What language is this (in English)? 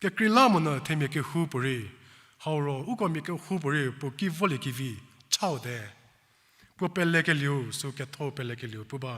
Angami Naga